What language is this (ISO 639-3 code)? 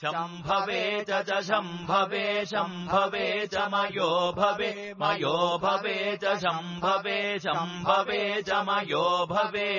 san